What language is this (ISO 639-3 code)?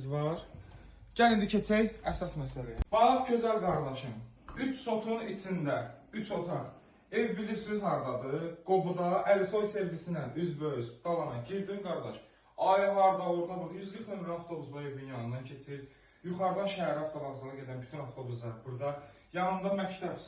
aze